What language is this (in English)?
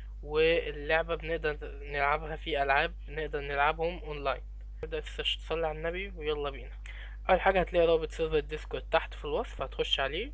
Egyptian Arabic